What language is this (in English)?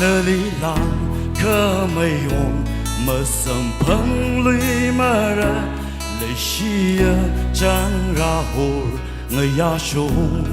Tangkhul Naga (India)